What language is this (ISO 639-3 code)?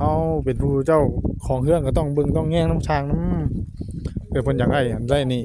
tts